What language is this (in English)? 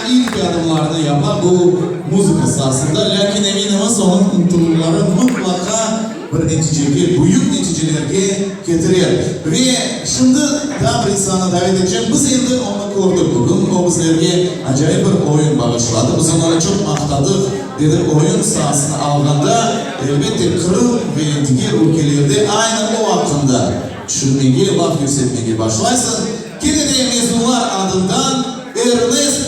Crimean Tatar